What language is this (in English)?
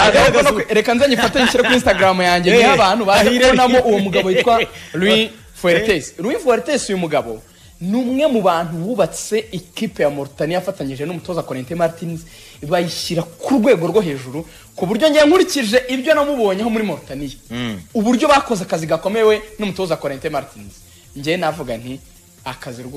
Kinyarwanda